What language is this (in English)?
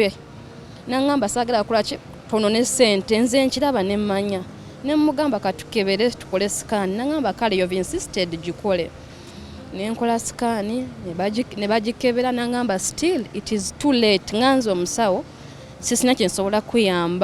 Ganda